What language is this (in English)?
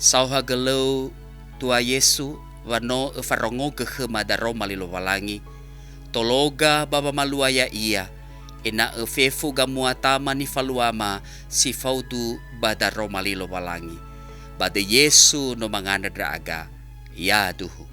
Nias